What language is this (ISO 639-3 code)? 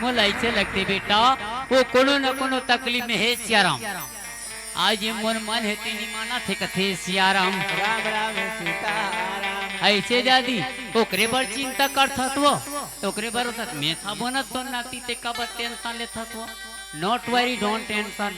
hne